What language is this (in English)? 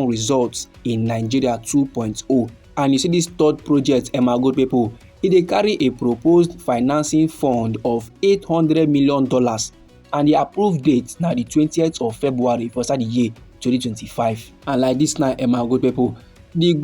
Nigerian Pidgin